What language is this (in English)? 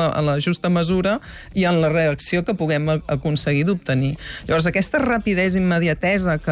Catalan